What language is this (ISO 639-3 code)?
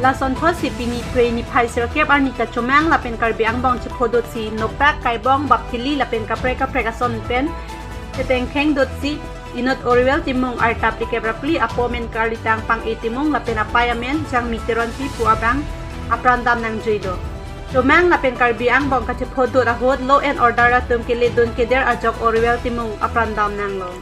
mjw